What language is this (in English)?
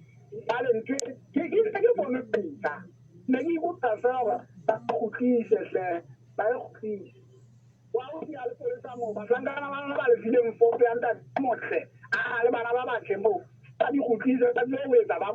Southern Sotho